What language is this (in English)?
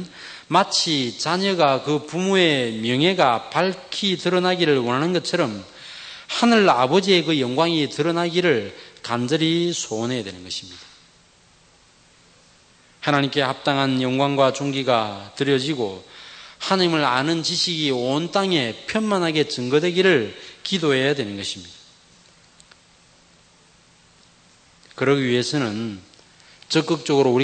Korean